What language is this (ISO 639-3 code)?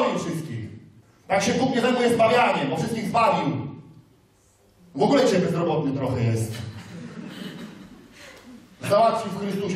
pol